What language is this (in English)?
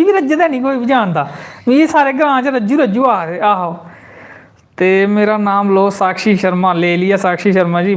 Dogri